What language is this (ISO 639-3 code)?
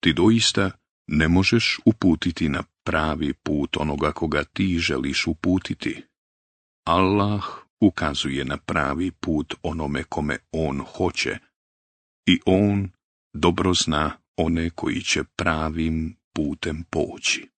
bos